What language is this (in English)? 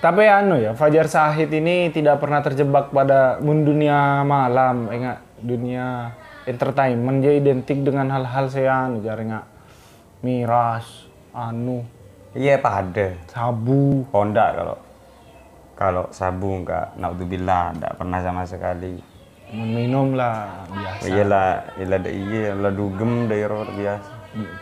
Madurese